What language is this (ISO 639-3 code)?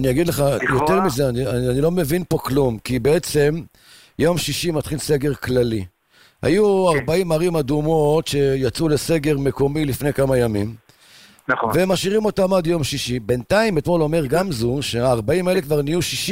heb